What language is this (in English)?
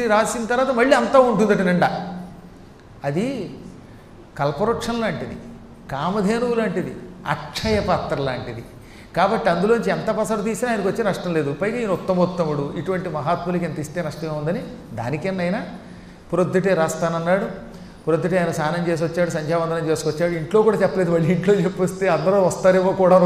Telugu